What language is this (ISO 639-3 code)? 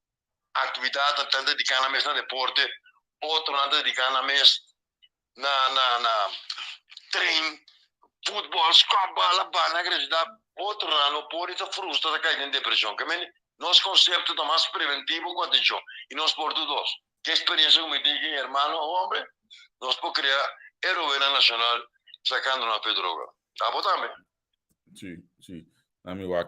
pap